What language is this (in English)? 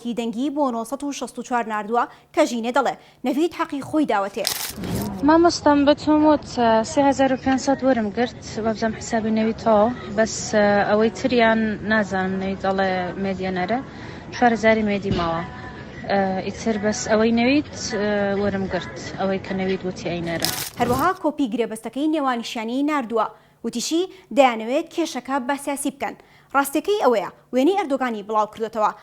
Central Kurdish